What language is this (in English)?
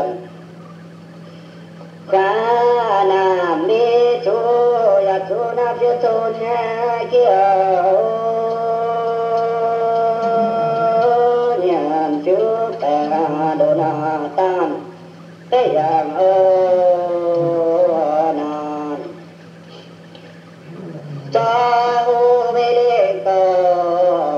Vietnamese